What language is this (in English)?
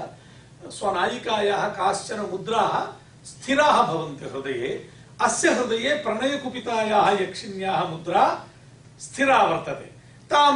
Sanskrit